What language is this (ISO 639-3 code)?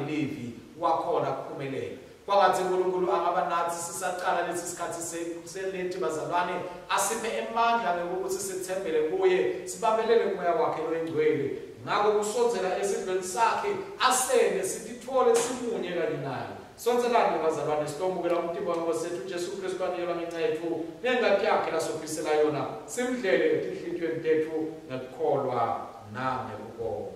ssw